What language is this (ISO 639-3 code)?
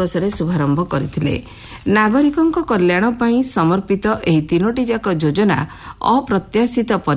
ori